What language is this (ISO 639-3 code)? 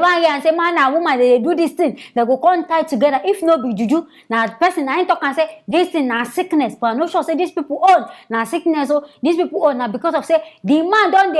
pcm